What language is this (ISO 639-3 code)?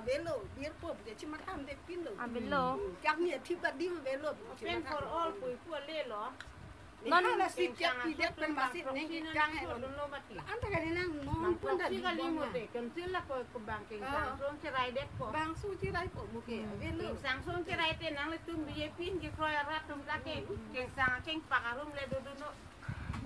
mjw